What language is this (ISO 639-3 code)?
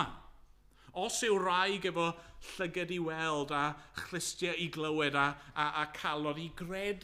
cym